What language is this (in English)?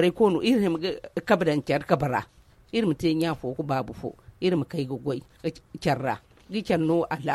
Zarma